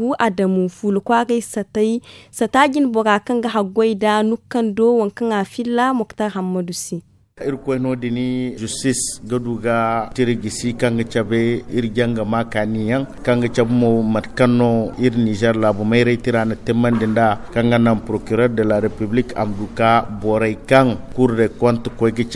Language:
Zarma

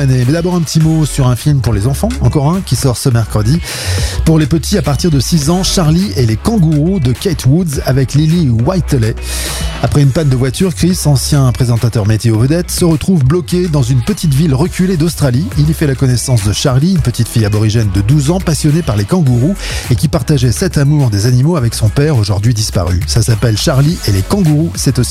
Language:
French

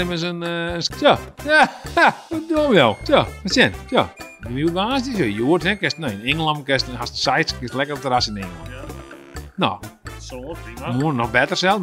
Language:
Western Frisian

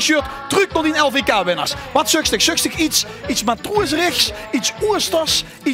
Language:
Limburgish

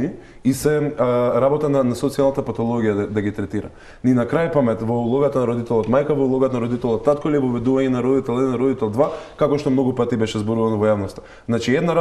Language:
Macedonian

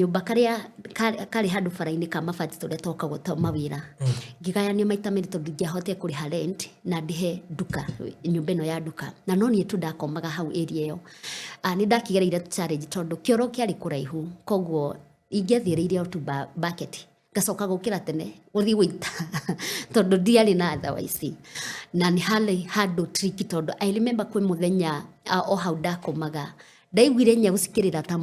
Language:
Kikuyu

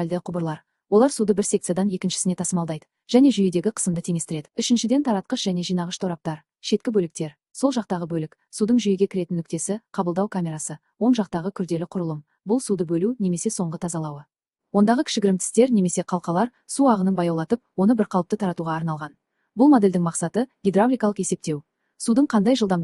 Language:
Kazakh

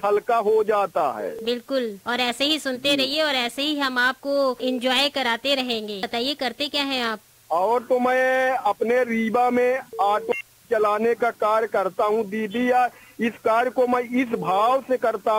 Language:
Hindi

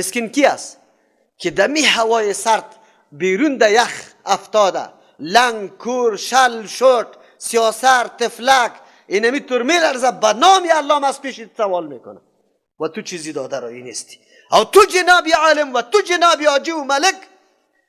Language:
Persian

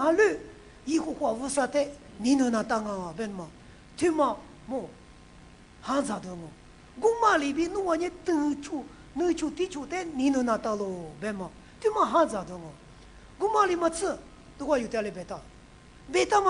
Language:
Lisu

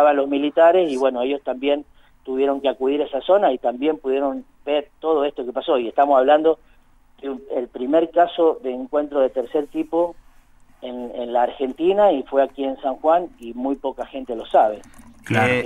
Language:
Spanish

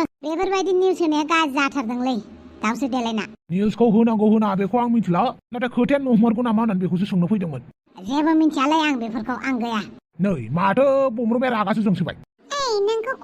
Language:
Bodo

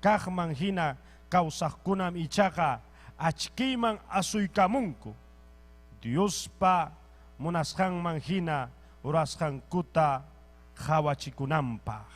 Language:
Ayacucho Quechua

